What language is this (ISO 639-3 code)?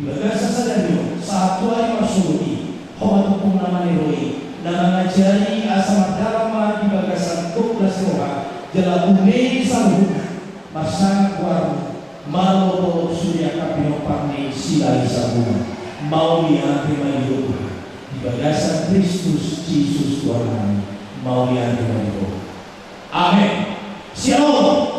bbc